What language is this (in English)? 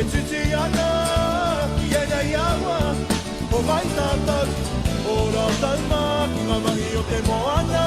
Māori